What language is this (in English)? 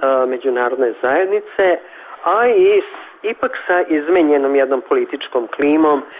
Serbian